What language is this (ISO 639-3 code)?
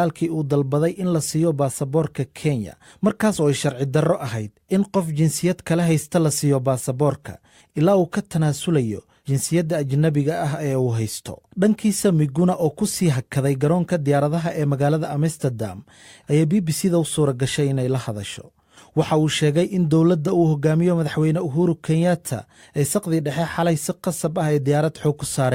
som